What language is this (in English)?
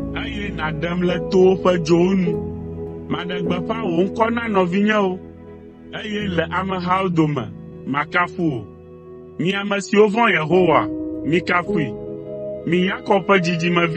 Ewe